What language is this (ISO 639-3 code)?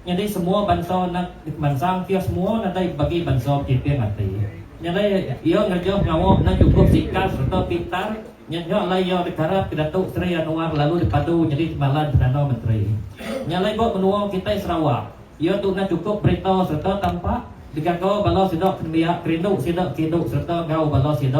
iba